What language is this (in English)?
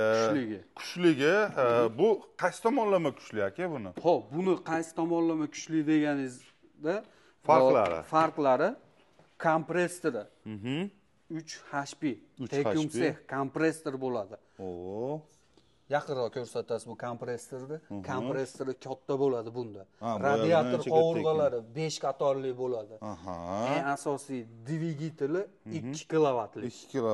Uzbek